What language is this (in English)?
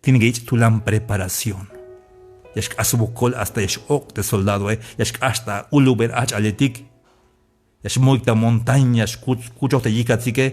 Tzeltal